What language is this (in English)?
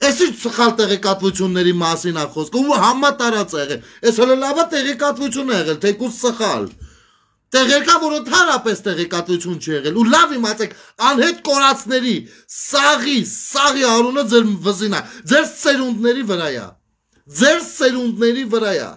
Armenian